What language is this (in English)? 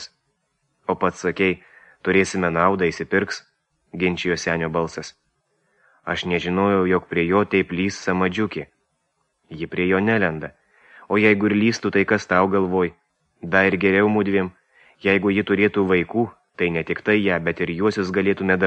Lithuanian